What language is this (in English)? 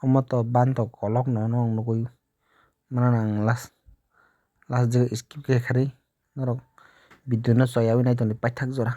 Kok Borok